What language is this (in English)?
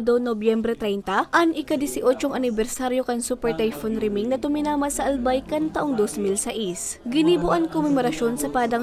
Bikol